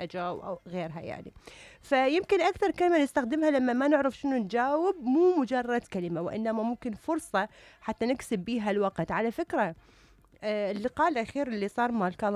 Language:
Mesopotamian Arabic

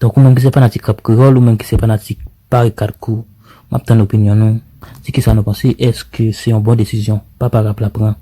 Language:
Haitian Creole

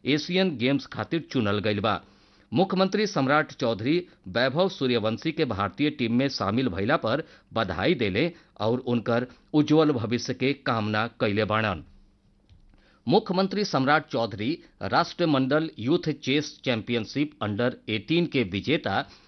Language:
Bhojpuri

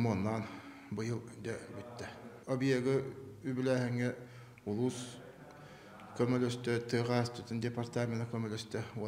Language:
Yakut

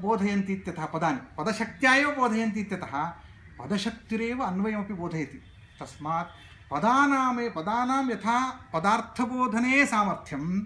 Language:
Sanskrit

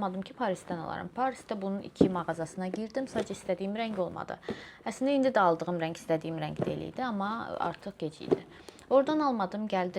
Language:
Azerbaijani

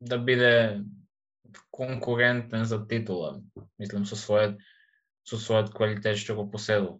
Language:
Macedonian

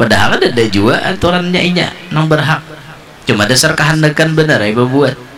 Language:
Banjar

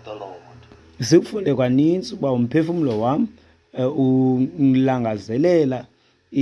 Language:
Xhosa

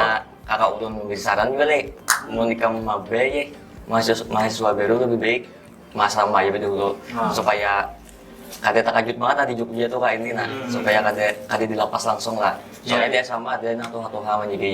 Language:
Banjar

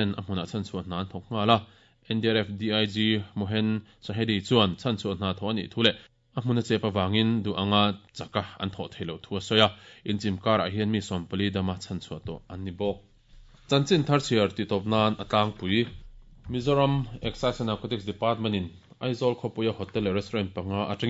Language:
Mizo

